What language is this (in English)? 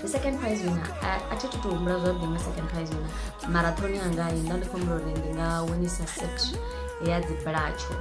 Venda